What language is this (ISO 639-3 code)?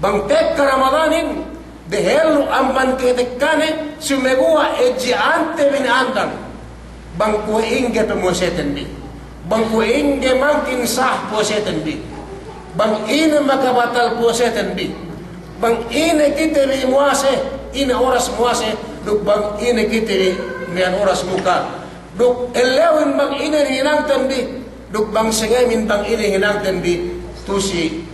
yka